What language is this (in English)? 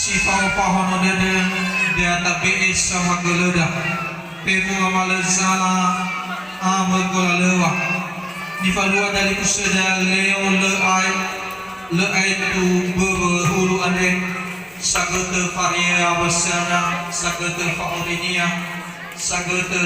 Nias